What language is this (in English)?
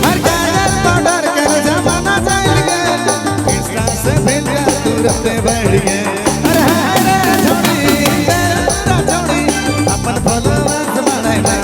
Sadri